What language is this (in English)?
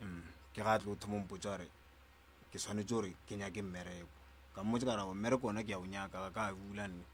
Northern Sotho